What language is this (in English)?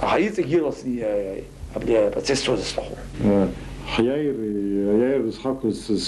Abkhazian